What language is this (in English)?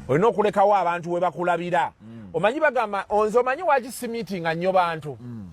Ganda